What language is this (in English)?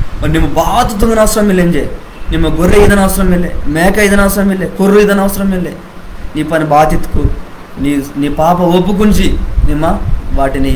Koya